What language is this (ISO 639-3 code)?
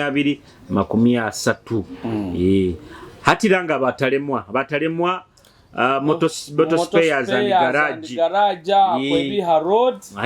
nyo